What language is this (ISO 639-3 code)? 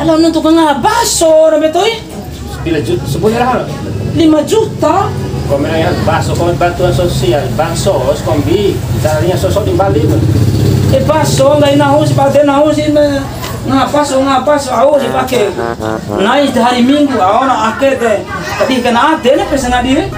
bhp